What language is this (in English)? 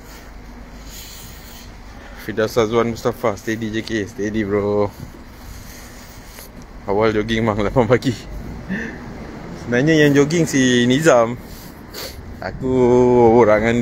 Malay